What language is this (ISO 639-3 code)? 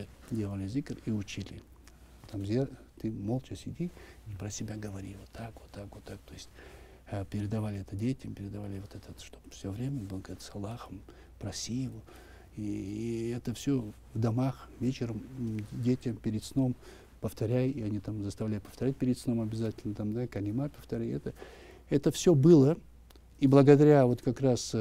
rus